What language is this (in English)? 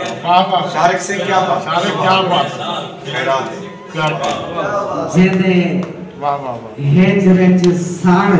Saraiki